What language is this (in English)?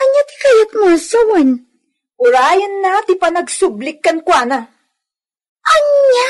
Iloko